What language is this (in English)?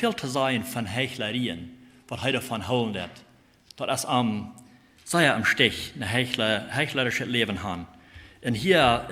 Plautdietsch